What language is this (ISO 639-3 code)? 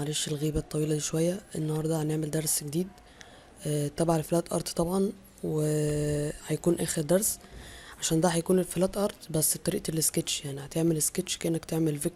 arz